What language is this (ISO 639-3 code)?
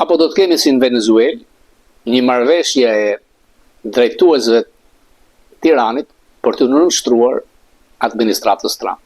sqi